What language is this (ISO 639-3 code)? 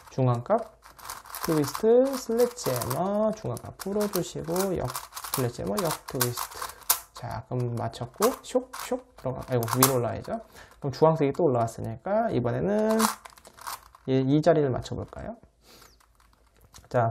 kor